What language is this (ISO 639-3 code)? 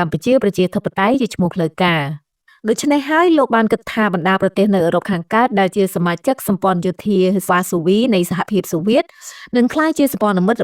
khm